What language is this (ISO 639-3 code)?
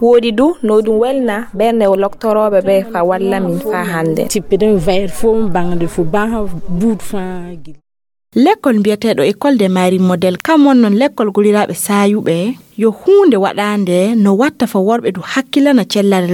ful